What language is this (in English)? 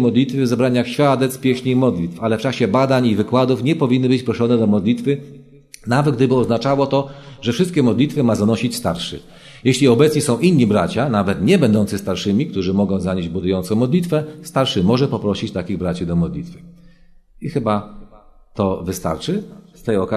Polish